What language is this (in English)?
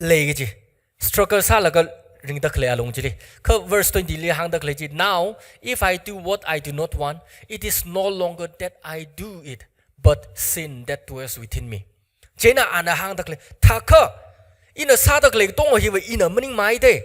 Tangkhul Naga (India)